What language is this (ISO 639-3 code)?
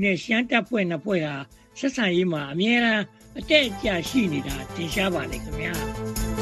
mya